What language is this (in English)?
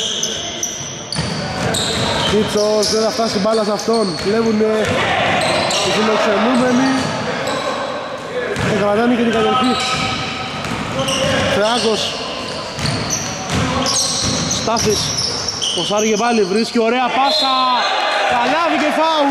Greek